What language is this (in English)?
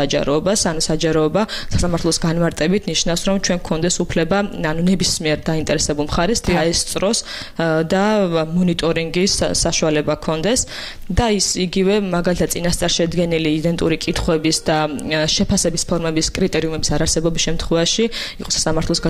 Georgian